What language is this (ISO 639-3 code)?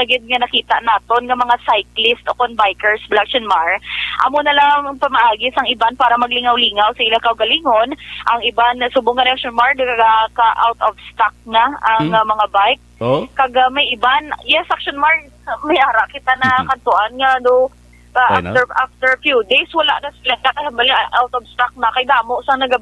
hil